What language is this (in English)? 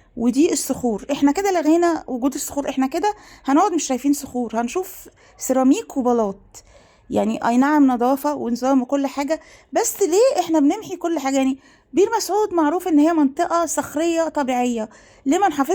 Egyptian Arabic